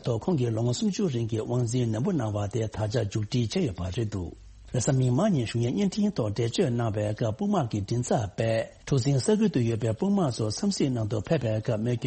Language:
Tibetan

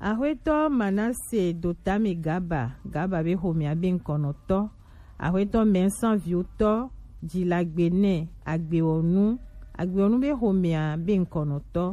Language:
Gen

